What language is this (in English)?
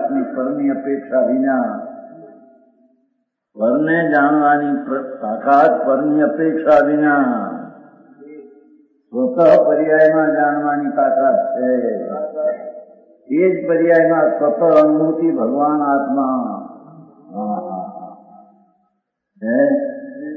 Gujarati